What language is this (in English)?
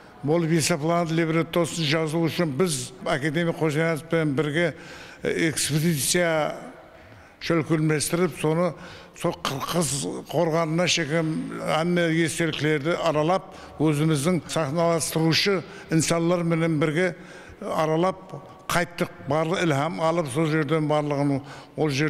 Kara-Kalpak